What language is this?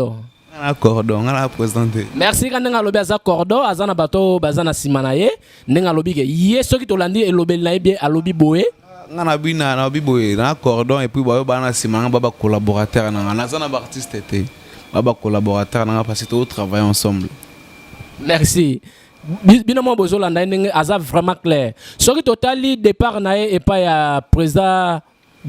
Lingala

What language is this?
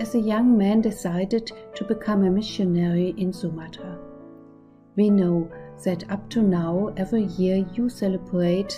Batak Simalungun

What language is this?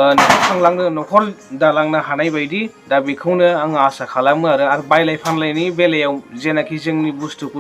Bodo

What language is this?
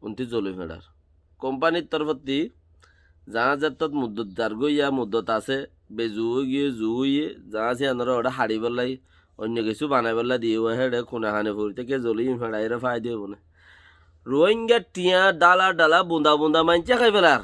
Rohingya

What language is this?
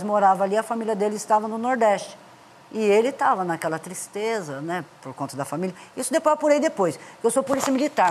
Portuguese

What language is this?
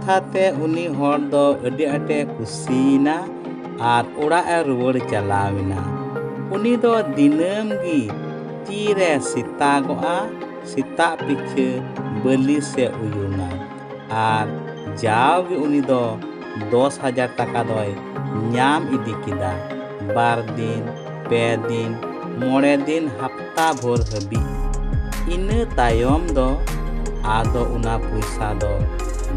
Santali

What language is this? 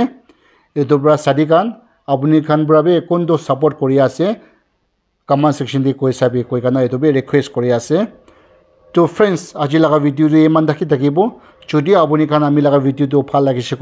Naga Pidgin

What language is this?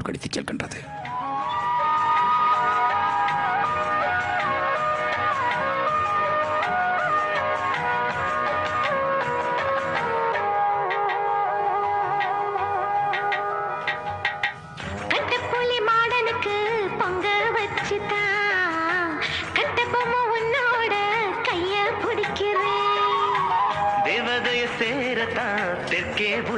Tamil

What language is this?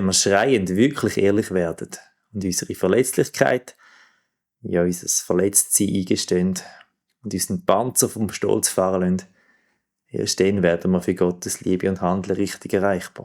Swiss German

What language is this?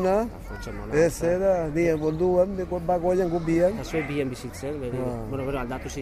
Basque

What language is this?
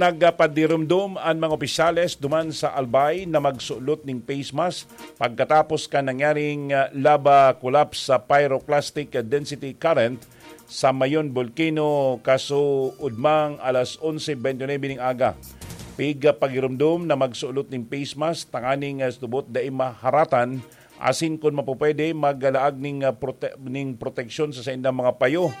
Bikol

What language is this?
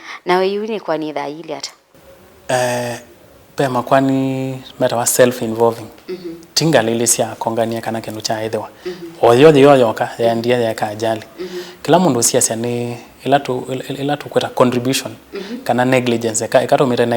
Kamba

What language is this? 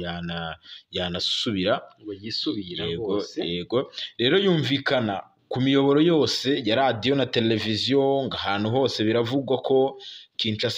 Kinyarwanda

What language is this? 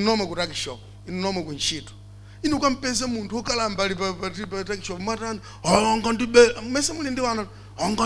Nyanja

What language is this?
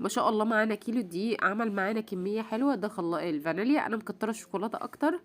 Egyptian Arabic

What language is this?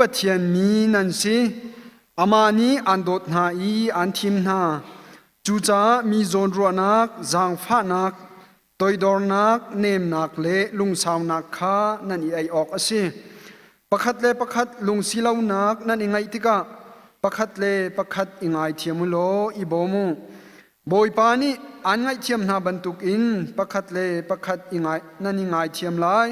Hakha Chin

